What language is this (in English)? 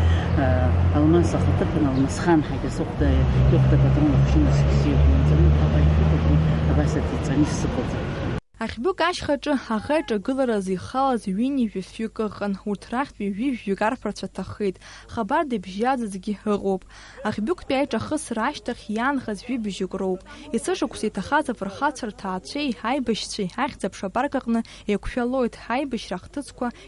Abkhazian